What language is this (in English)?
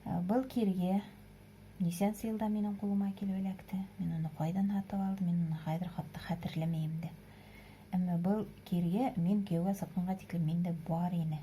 Bashkir